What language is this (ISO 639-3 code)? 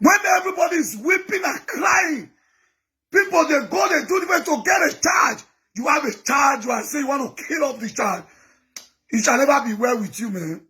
pcm